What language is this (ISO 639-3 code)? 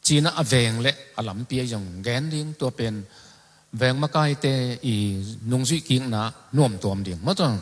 ctd